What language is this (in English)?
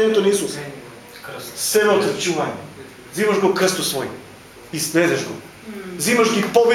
Macedonian